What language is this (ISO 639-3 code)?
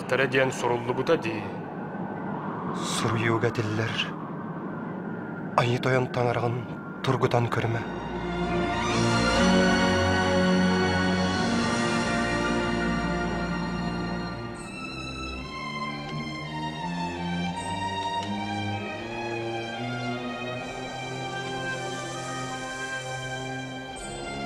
sah